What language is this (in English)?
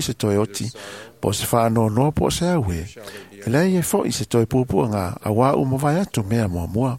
Samoan